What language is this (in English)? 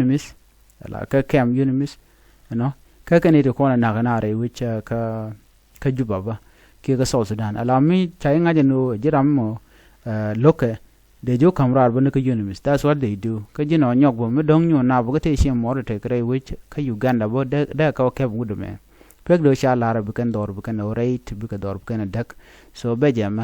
Nuer